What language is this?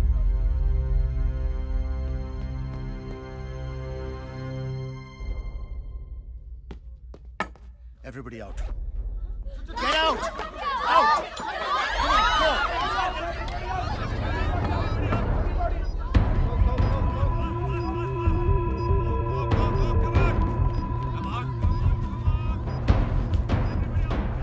Hindi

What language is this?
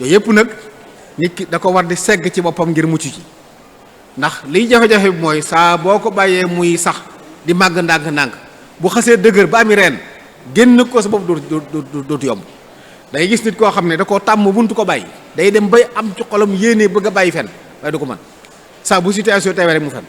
Wolof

